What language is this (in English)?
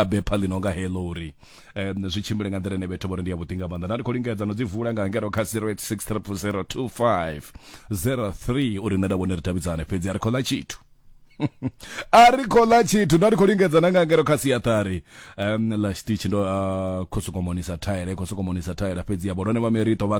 Venda